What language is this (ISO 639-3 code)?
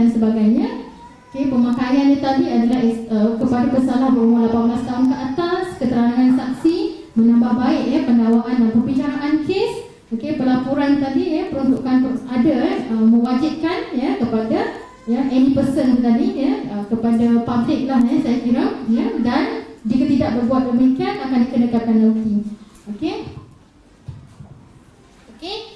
msa